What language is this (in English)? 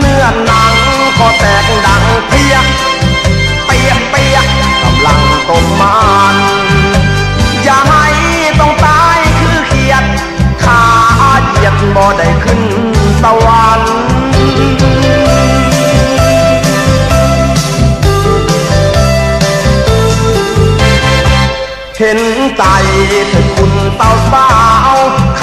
Thai